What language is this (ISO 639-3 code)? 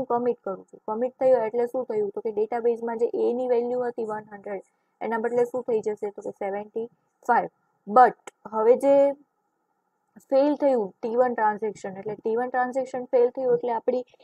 guj